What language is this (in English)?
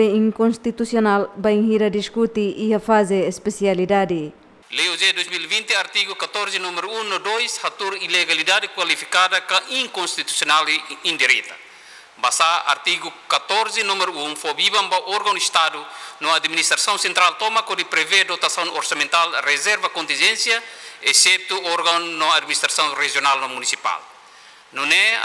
Tetum